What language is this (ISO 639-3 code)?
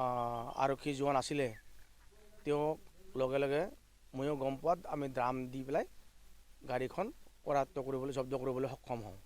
asm